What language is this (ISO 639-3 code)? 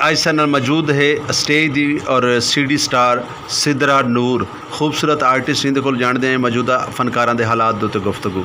skr